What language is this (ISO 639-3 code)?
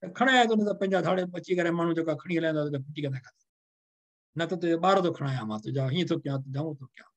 snd